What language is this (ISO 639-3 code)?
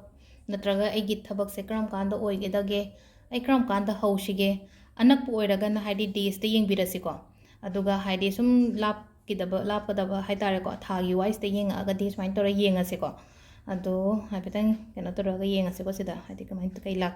mni